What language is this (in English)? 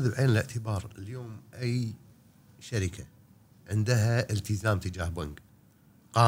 Gulf Arabic